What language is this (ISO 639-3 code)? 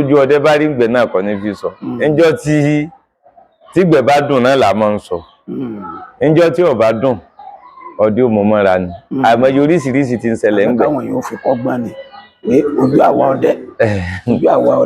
yor